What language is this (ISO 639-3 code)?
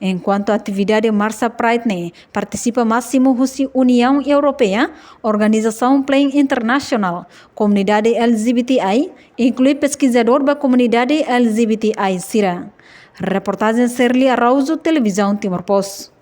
tet